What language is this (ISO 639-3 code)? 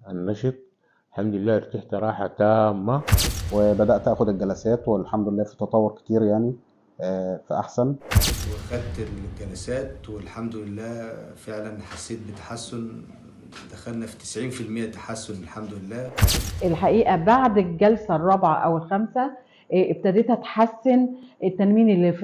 arz